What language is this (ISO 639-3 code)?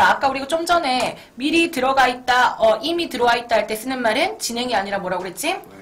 kor